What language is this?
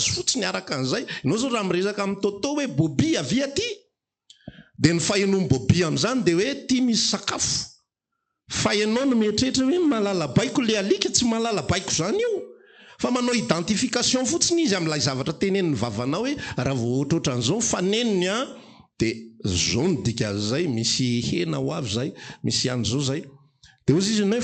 Malagasy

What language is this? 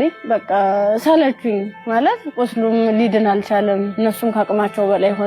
Amharic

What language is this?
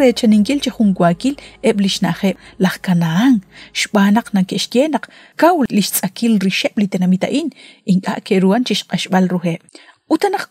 Kekchí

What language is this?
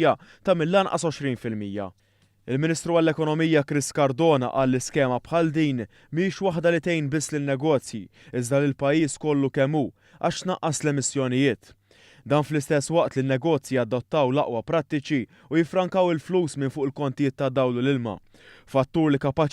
Maltese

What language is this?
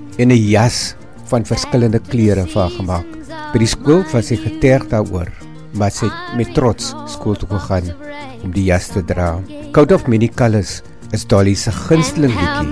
Afrikaans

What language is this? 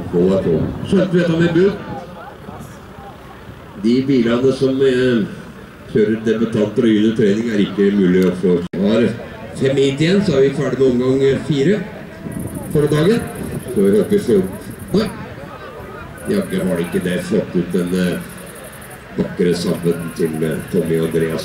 Norwegian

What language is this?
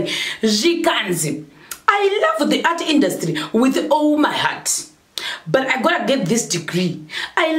Shona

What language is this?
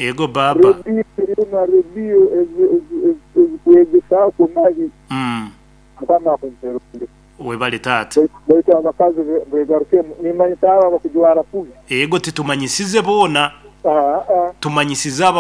Nyoro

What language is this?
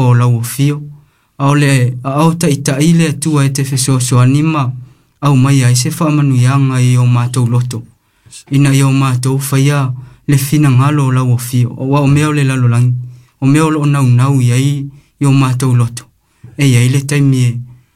Samoan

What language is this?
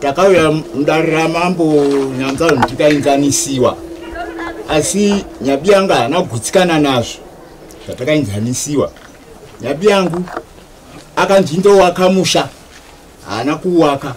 Shona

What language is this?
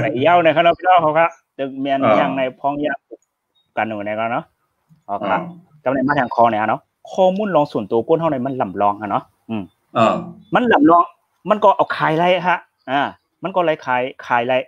Shan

